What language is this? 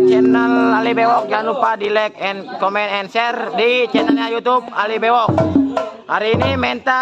Betawi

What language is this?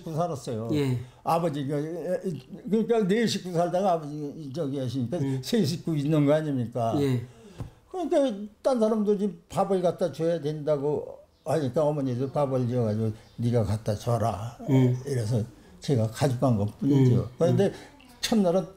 Korean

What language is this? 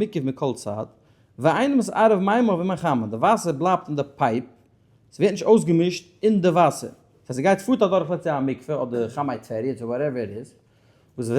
Yiddish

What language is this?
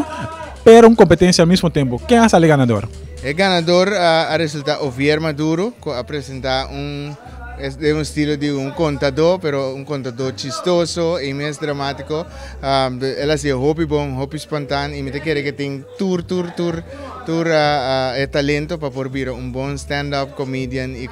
Papiamento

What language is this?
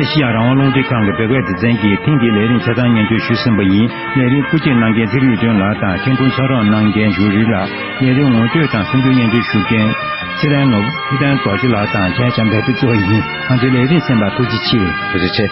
Tibetan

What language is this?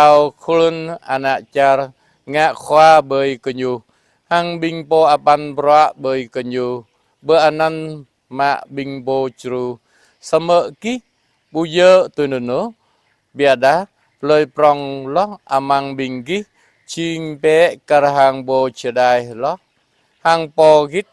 Jarai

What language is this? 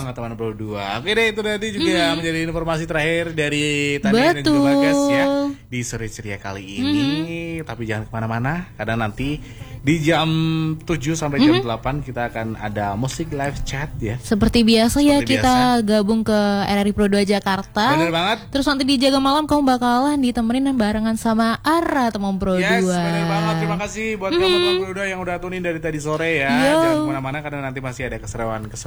Indonesian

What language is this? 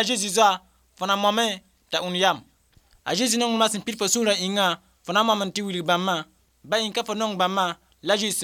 Mossi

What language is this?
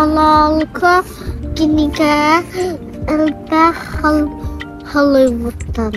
Yakut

